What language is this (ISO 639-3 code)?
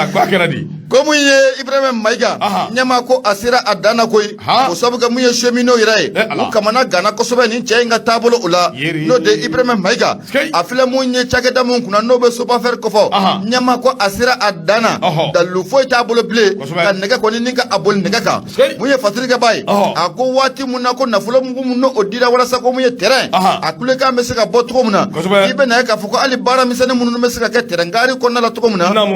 bam